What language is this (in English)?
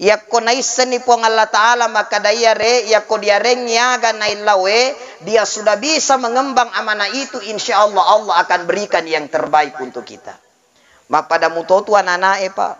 Buginese